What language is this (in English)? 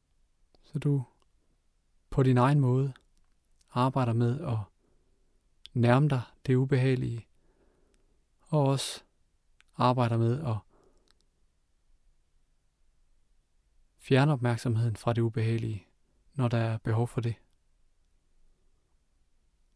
Danish